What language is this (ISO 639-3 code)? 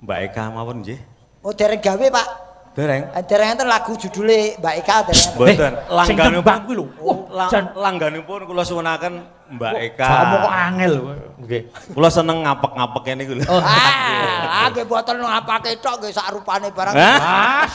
jav